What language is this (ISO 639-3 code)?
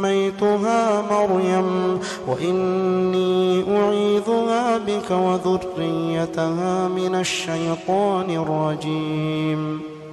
ara